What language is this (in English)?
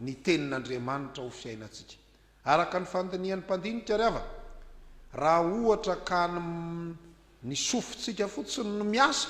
Malagasy